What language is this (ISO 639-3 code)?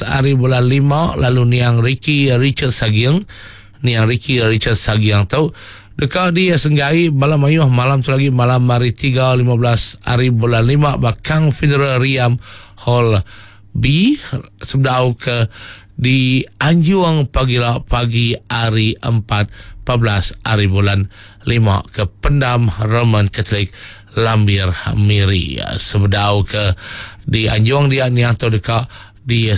iba